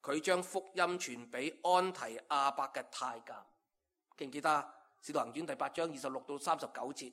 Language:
Cantonese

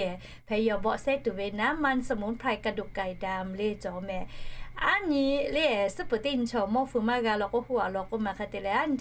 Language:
Lahu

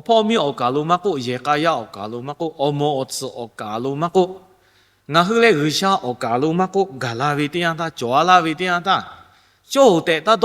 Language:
Lahu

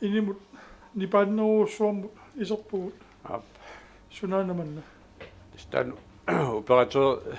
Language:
Kalaallisut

